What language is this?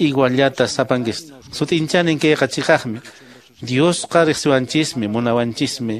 Quechua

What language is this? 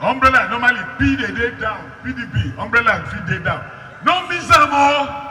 Nigerian Pidgin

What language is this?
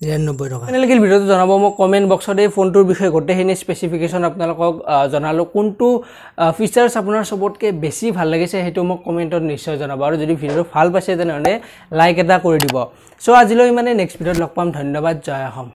Assamese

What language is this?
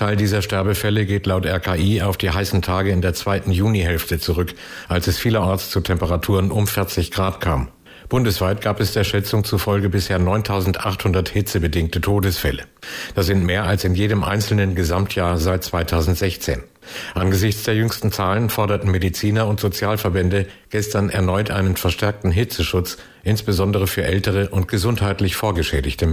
German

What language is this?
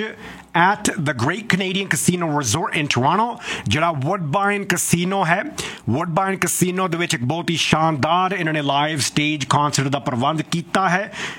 Punjabi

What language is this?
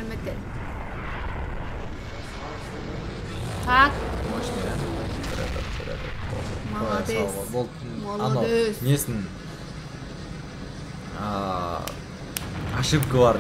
Kazakh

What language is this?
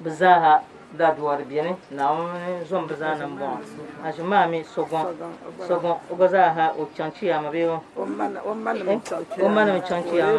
Dagbani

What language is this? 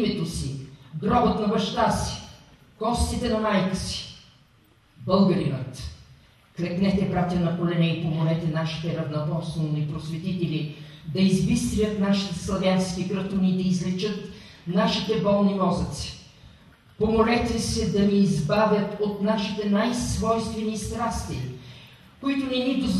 Bulgarian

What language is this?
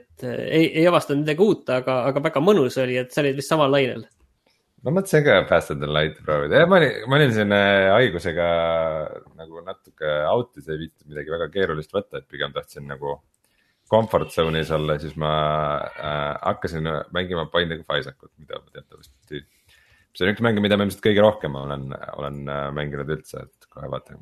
Estonian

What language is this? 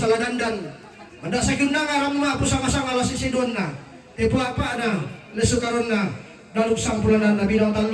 Toraja-Sa'dan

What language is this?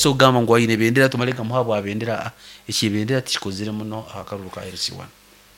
Nyoro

